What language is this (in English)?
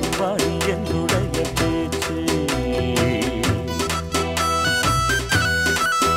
Tamil